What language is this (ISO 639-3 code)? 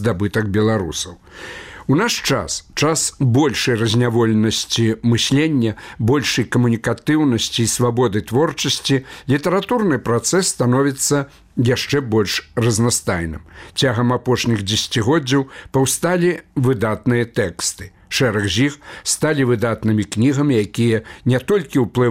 bel